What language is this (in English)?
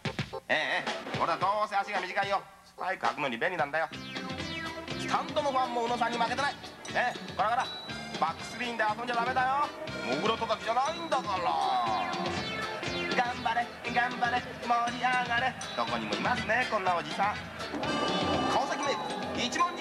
Japanese